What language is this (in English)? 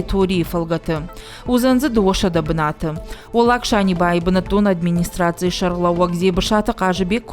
Ossetic